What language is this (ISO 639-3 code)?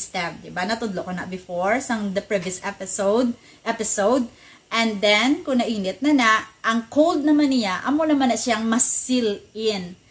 hil